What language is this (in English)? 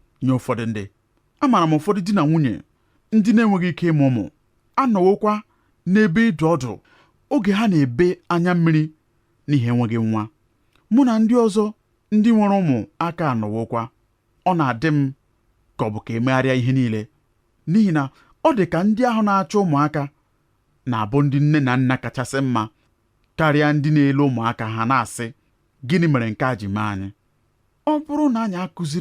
Igbo